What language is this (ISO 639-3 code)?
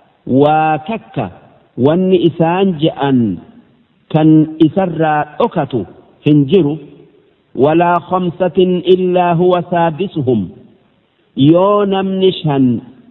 orm